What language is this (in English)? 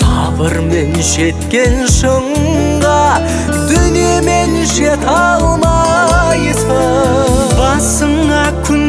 Kazakh